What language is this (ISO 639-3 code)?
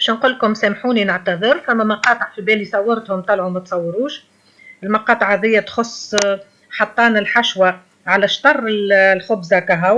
aeb